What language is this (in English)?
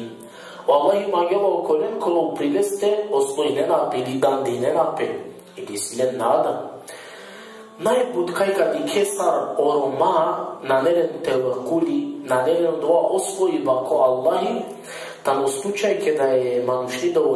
Balkan Romani